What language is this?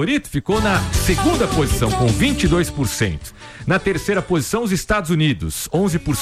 Portuguese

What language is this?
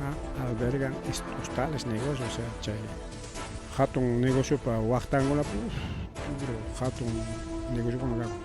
Ayacucho Quechua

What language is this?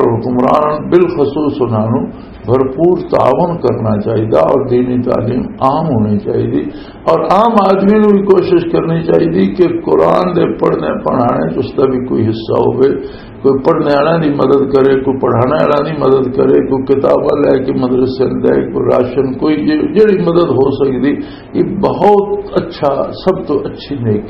Western Panjabi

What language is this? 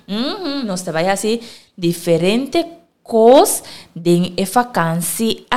Papiamento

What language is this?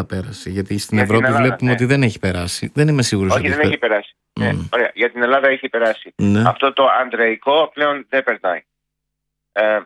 Greek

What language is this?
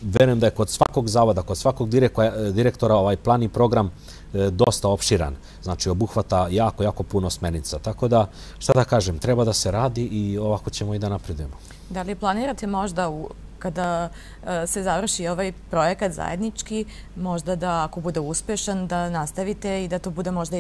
Serbian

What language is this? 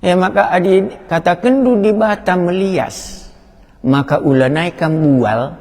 Batak Karo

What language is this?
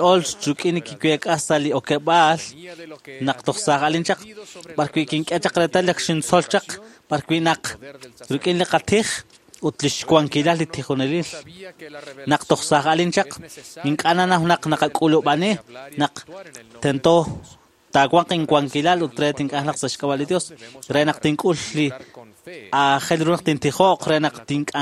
Kekchí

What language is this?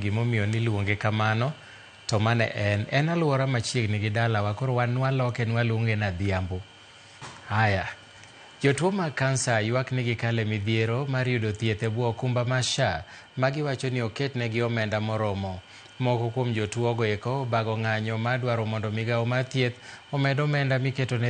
Luo (Kenya and Tanzania)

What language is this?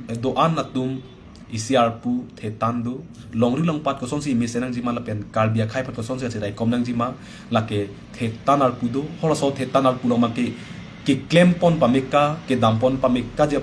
Karbi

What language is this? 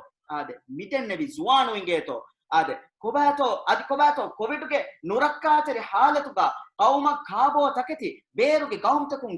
Divehi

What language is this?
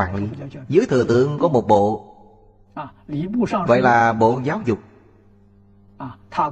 Vietnamese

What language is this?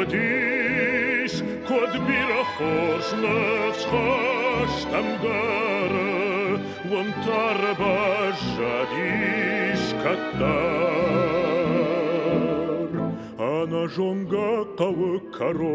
Ossetic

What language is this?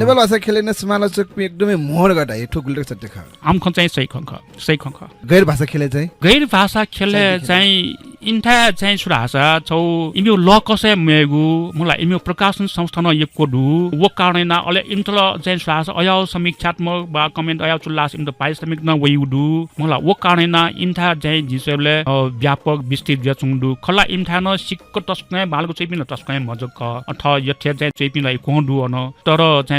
Newari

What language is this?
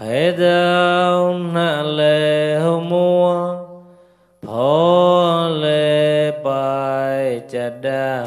Mon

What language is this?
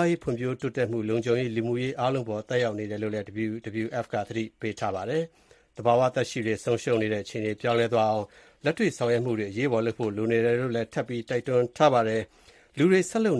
Burmese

